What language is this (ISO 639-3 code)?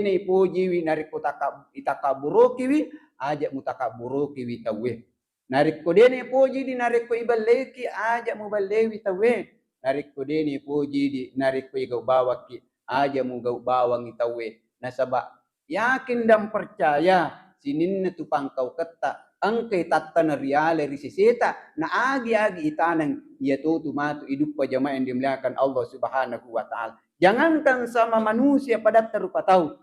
bug